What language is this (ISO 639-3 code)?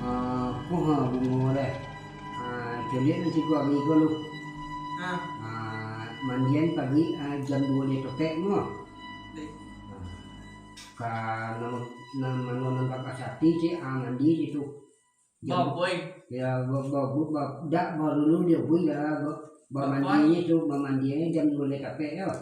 min